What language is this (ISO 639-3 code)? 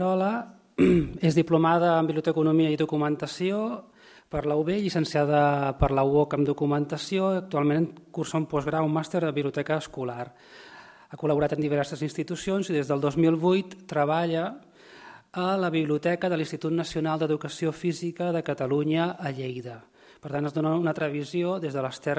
cat